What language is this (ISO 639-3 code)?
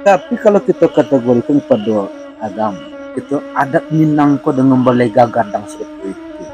min